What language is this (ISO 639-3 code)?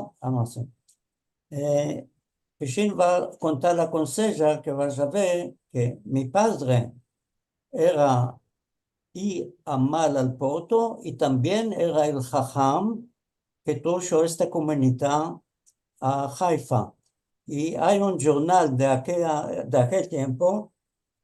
lad